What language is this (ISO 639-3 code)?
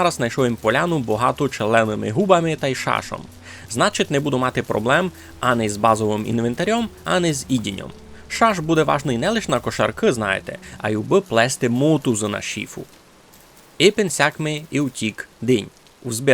rue